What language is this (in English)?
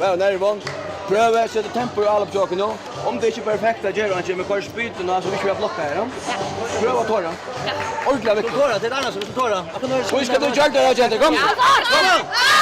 Faroese